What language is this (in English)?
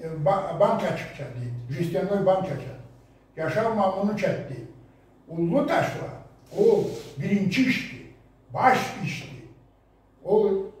Karachay-Balkar